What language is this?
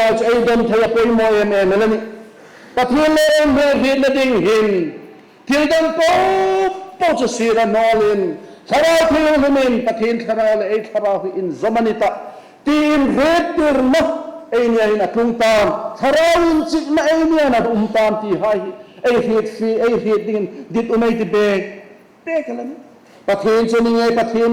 Hmar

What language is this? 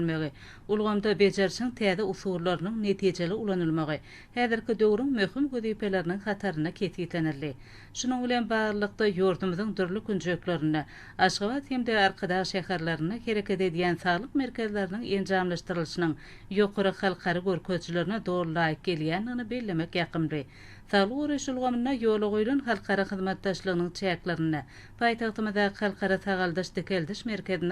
Turkmen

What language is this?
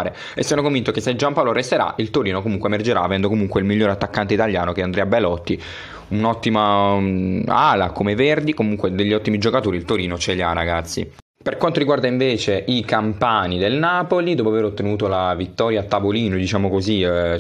Italian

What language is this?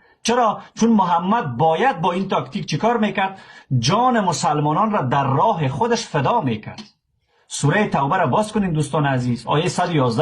Persian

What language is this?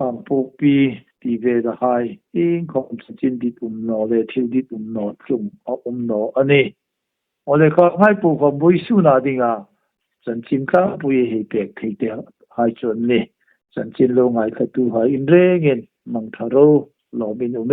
Hmar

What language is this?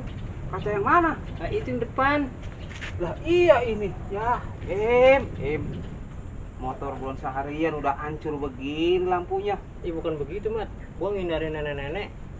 Betawi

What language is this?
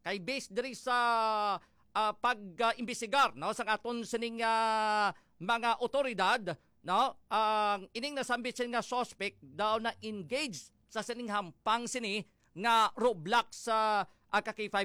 Hiligaynon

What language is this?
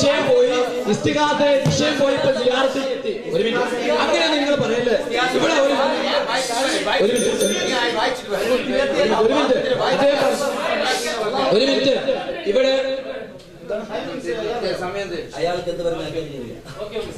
Malayalam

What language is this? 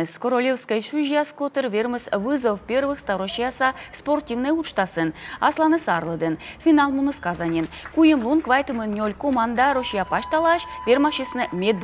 Komi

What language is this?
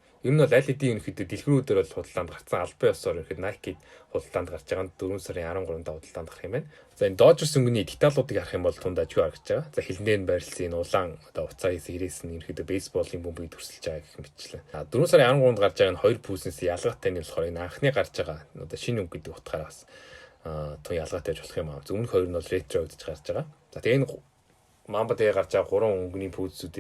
Mongolian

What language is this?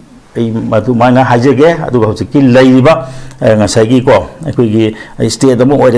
Manipuri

